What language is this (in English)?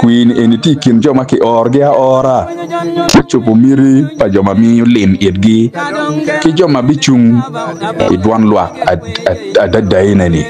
Acoli